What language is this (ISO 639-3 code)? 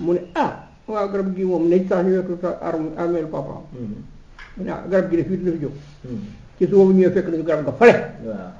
wol